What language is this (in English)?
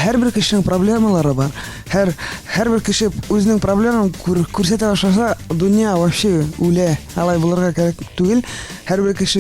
Tatar